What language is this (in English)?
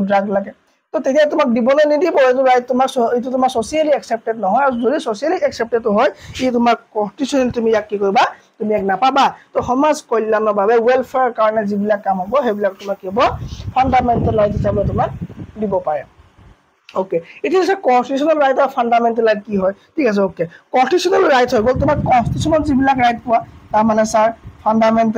Assamese